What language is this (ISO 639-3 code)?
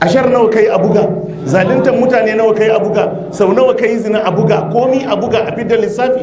hau